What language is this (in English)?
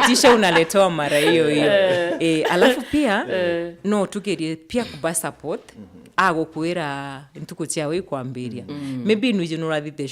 Meru